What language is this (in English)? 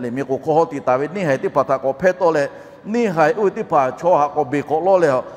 Lahu